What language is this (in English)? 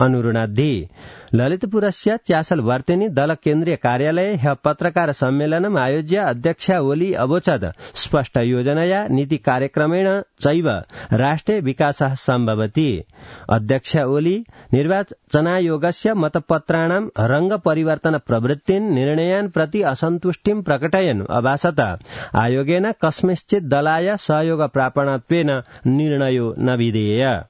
Sanskrit